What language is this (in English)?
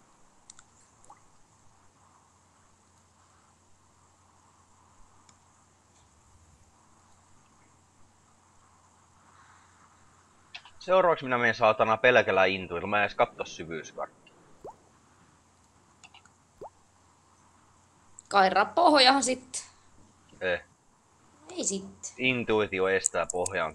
Finnish